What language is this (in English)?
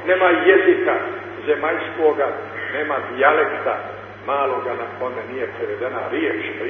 Serbian